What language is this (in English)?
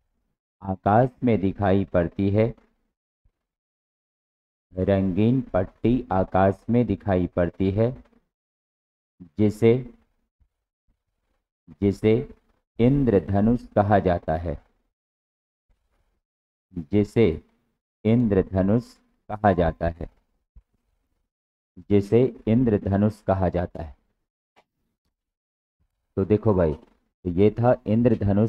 Hindi